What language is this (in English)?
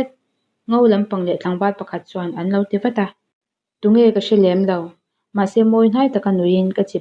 Mizo